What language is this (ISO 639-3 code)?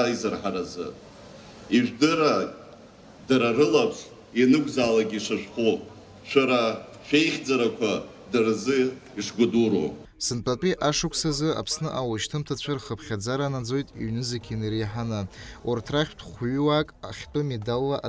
abk